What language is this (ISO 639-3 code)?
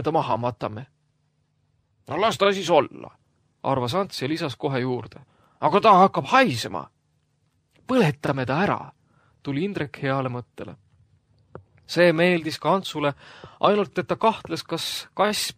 est